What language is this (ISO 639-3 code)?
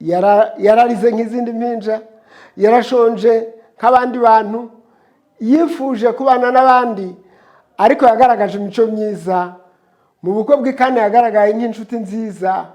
kin